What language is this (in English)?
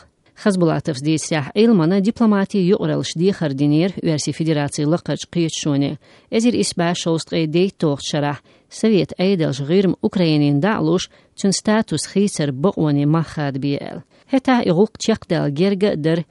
Chechen